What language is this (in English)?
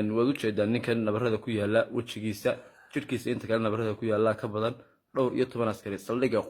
Somali